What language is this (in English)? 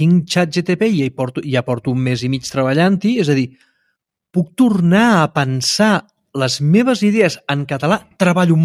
Catalan